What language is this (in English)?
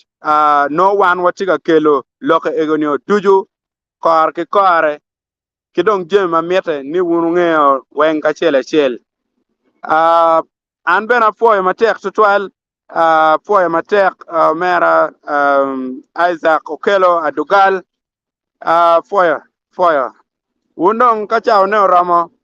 Acoli